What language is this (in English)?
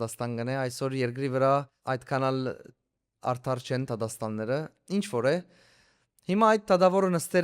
Western Armenian